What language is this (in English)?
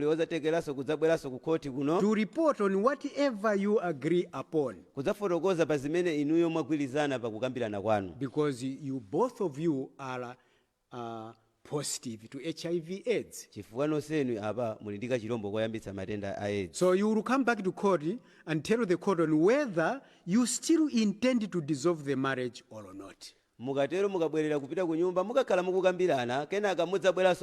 Nyanja